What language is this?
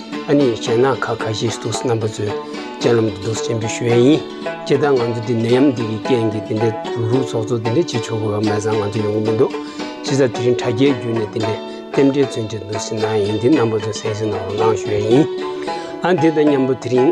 Tibetan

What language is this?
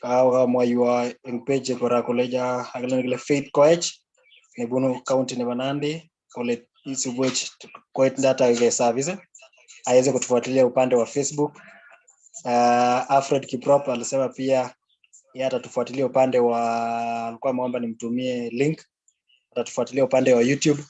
Kalenjin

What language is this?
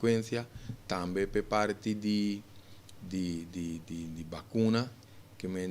Papiamento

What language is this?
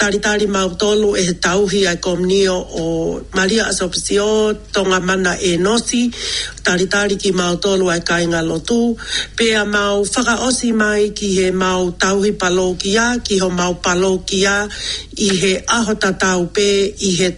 Tongan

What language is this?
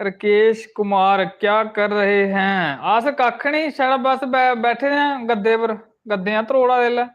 Dogri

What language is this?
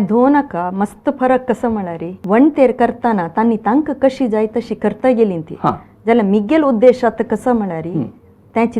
Konkani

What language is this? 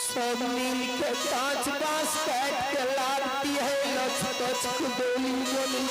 Maithili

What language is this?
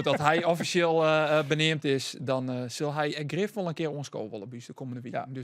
Western Frisian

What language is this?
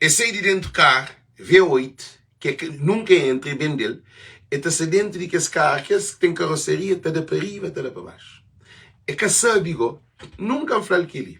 Kabuverdianu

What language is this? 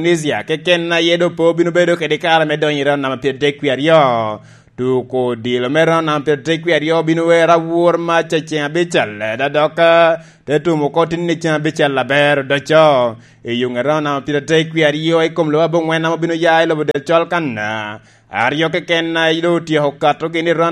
Lango (Uganda)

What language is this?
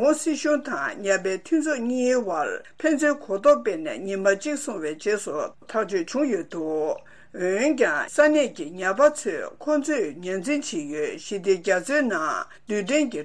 Tibetan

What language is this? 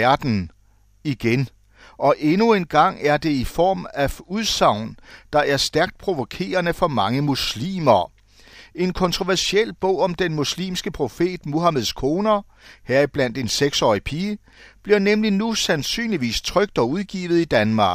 Danish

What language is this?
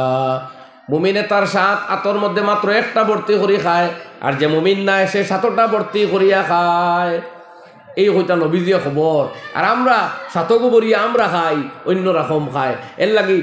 Sylheti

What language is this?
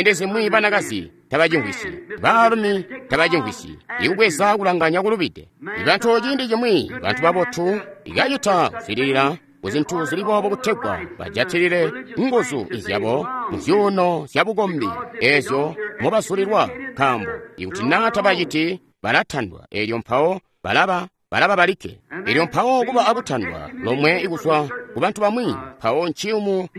Tonga (Zambia)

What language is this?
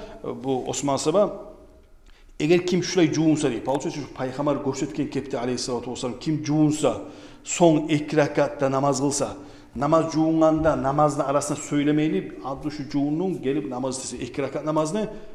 Kumyk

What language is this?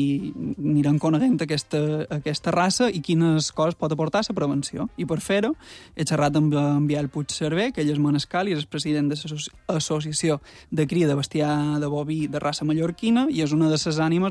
Catalan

